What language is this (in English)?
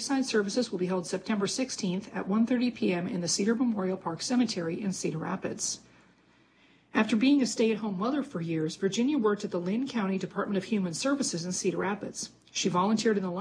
English